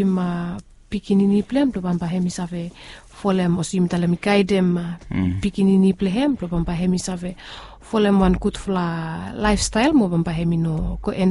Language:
Bislama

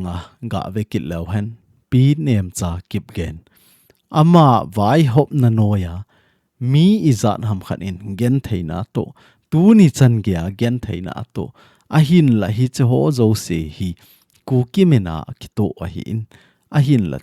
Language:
Thado Chin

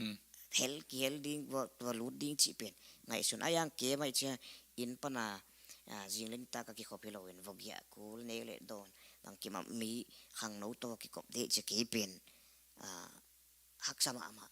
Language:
Tedim Chin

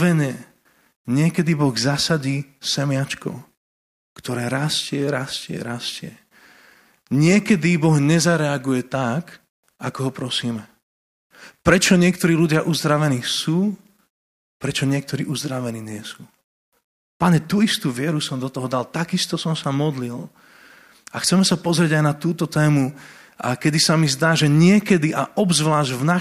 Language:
Slovak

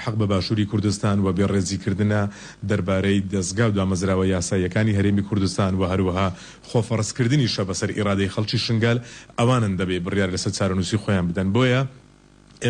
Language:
Kurdish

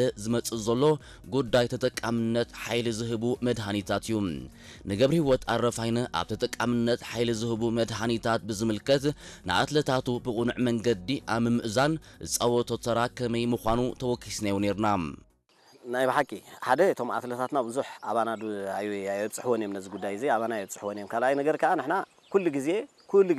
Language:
Tigrinya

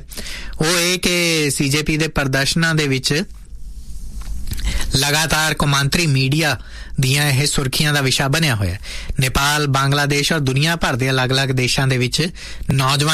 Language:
Punjabi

